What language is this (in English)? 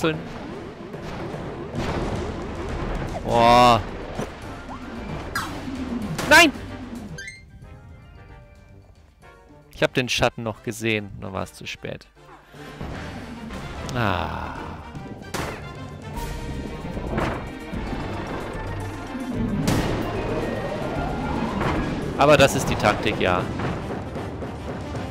German